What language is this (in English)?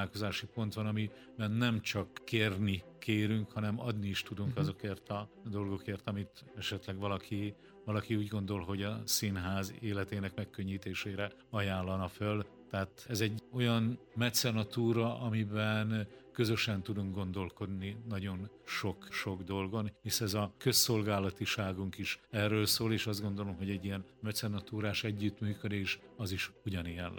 Hungarian